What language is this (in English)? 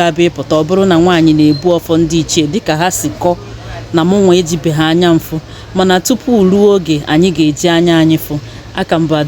Igbo